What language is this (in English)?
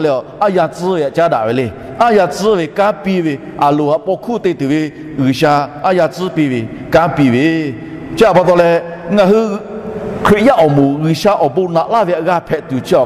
Lahu